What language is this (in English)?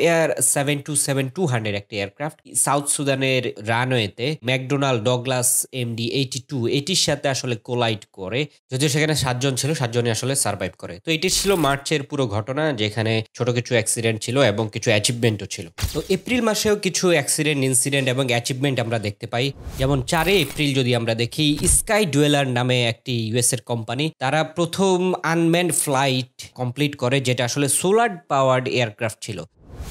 Bangla